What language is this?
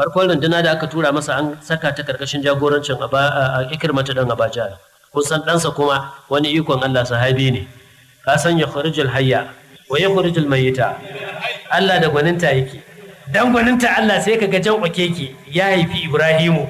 Hausa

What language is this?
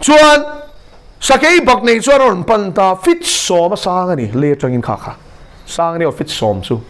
Mizo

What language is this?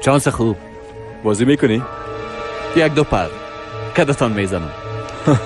Persian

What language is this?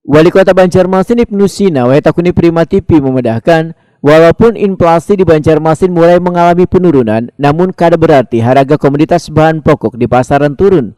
Banjar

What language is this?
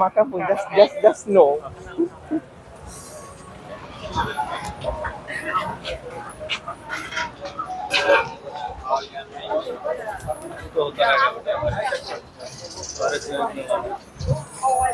Malay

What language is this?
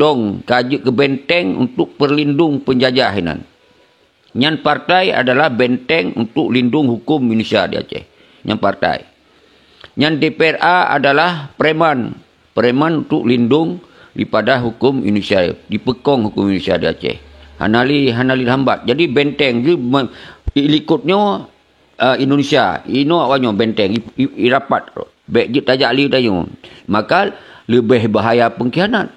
Achinese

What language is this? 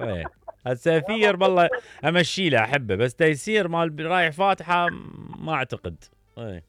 Mesopotamian Arabic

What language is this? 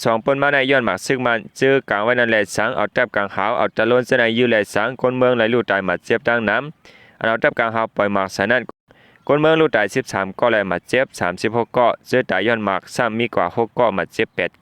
Shan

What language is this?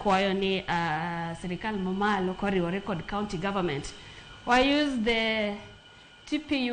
Luo (Kenya and Tanzania)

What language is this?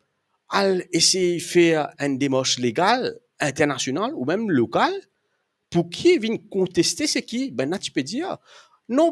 Morisyen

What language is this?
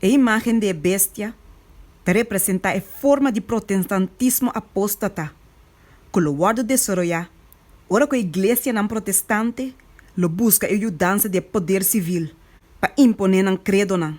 Papiamento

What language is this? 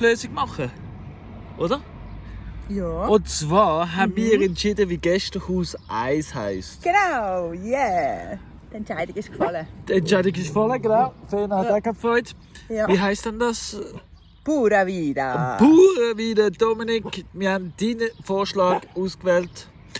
Swiss German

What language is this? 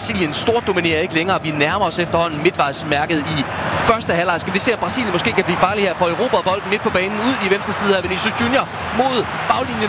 Danish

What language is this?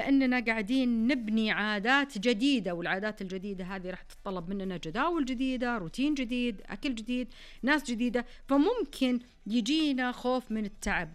Najdi Arabic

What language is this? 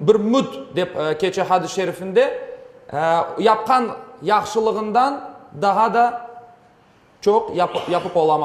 Crimean Tatar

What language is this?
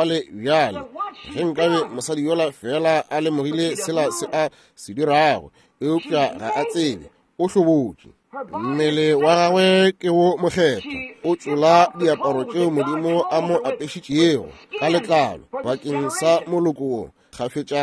Northern Sotho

